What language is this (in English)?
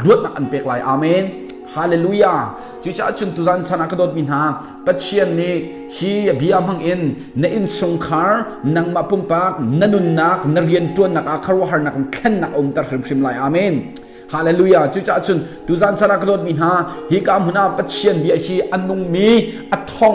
Hakha Chin